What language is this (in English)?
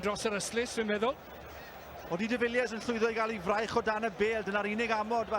Welsh